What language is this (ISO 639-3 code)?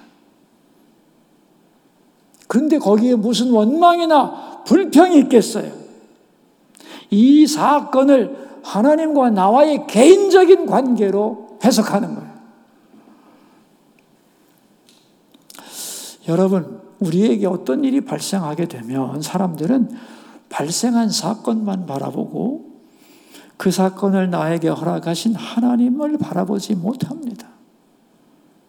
kor